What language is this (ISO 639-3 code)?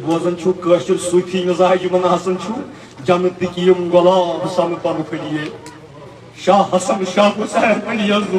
kas